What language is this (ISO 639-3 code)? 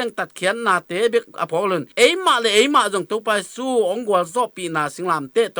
ctd